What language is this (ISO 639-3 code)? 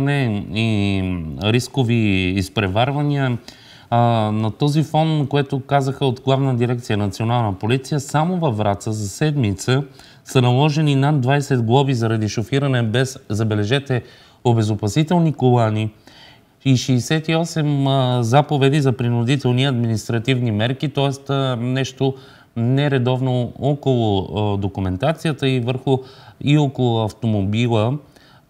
bul